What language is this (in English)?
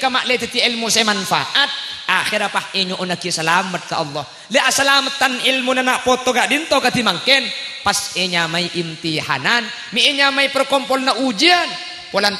Madurese